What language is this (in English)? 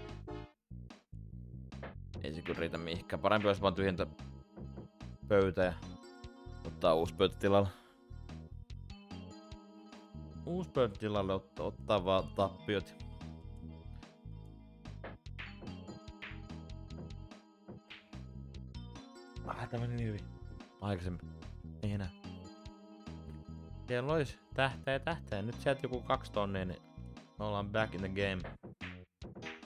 Finnish